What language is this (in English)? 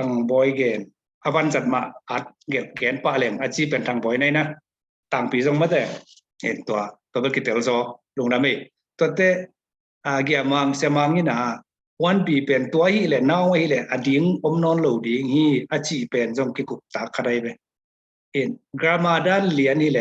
Tedim Chin